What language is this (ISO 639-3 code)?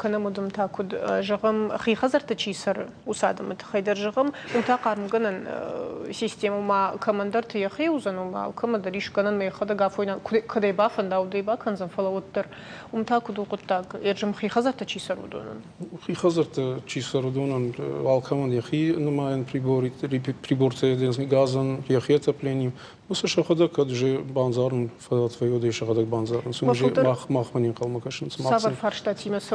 oss